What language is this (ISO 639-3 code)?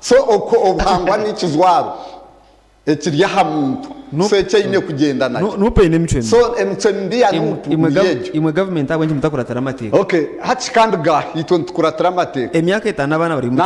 nyn